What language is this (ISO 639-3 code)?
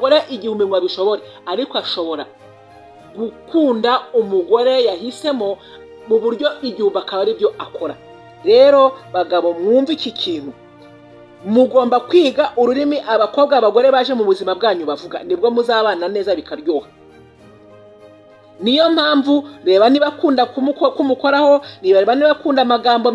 kin